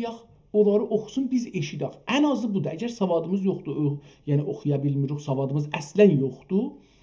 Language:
South Azerbaijani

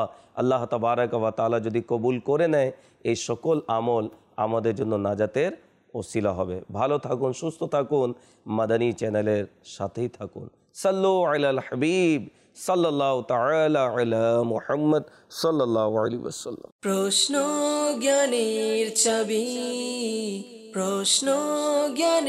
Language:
Bangla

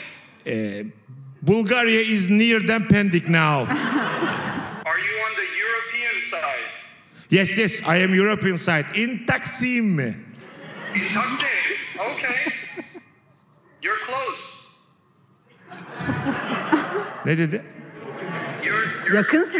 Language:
Turkish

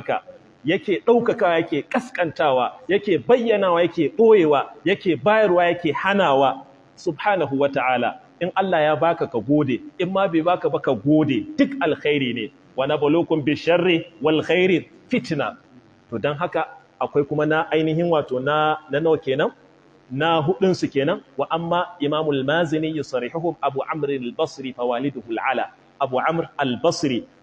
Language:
Hausa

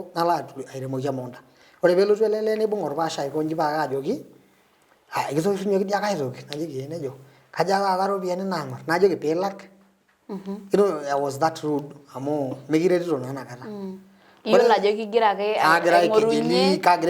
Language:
Masai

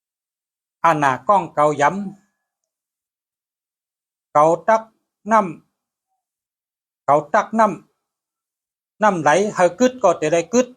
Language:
Shan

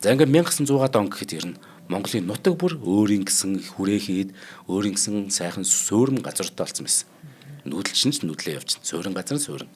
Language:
Mongolian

